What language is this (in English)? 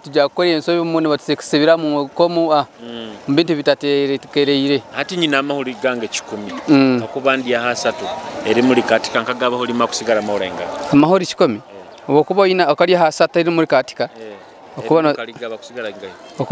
Nyoro